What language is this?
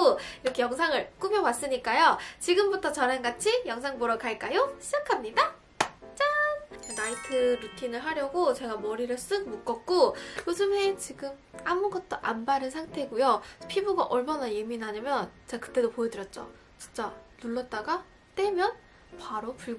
Korean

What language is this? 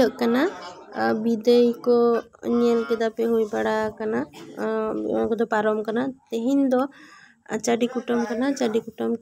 Santali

